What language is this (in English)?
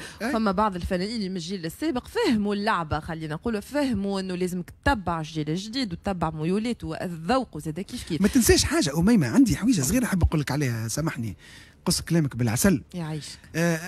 Tunisian Arabic